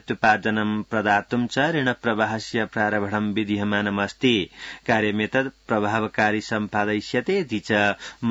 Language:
Sanskrit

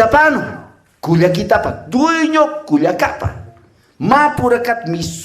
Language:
Aymara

